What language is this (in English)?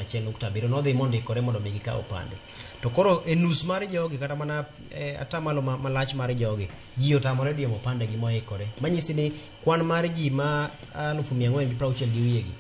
Luo (Kenya and Tanzania)